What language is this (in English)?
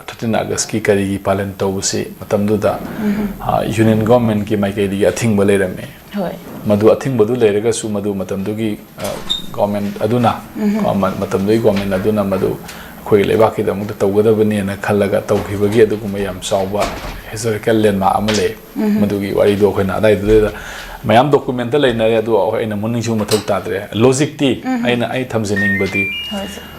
Manipuri